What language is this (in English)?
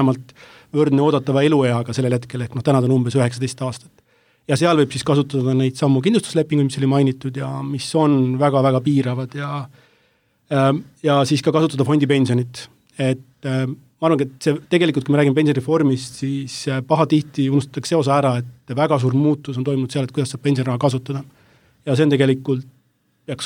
Estonian